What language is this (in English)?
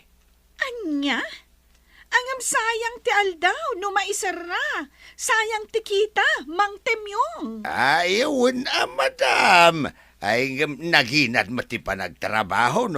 Iloko